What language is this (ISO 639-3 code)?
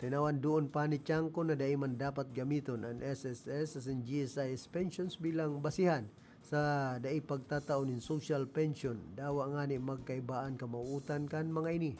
bik